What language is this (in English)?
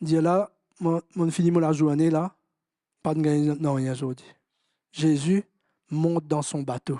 Morisyen